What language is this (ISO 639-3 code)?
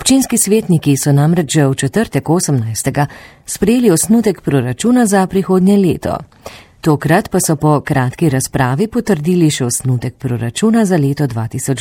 slv